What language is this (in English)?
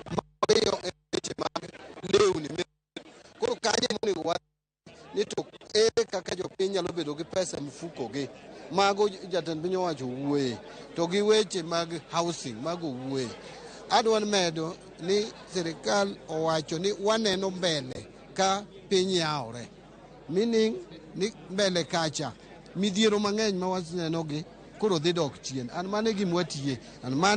Luo (Kenya and Tanzania)